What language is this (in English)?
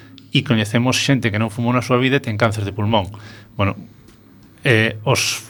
Galician